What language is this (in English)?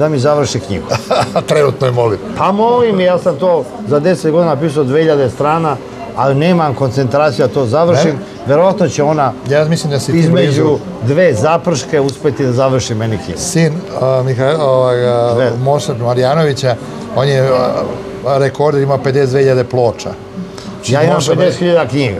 Serbian